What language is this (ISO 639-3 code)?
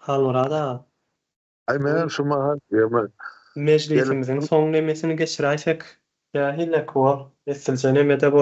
tuk